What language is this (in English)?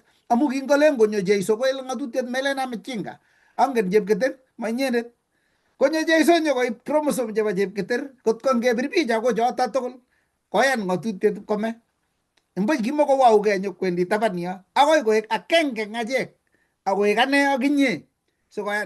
Kalenjin